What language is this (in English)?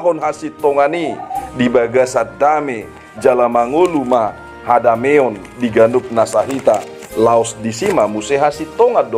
Batak Toba